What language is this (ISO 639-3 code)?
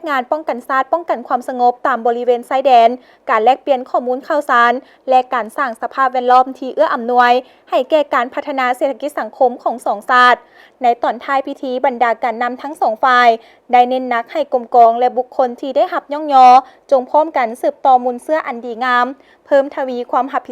lao